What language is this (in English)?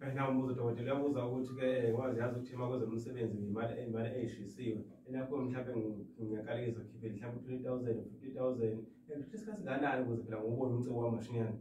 Zulu